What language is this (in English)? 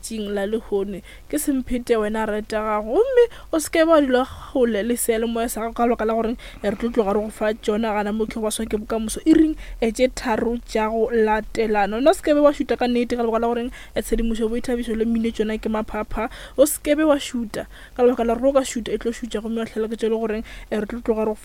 Northern Sotho